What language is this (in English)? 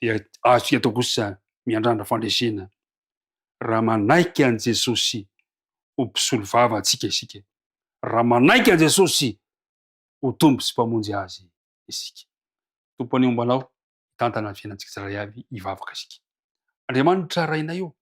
Malagasy